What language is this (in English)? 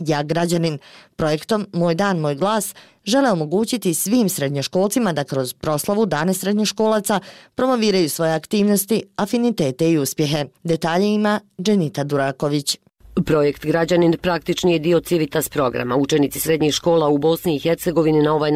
Bosnian